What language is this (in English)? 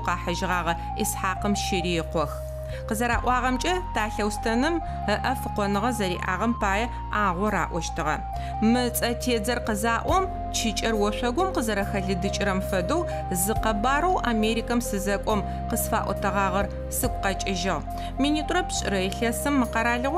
Adyghe